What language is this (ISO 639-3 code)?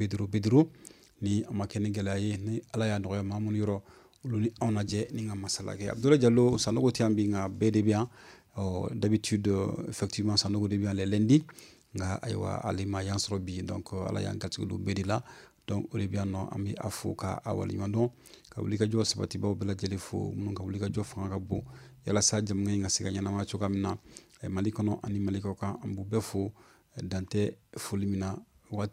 bam